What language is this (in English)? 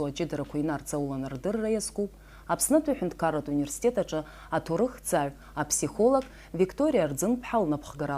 Abkhazian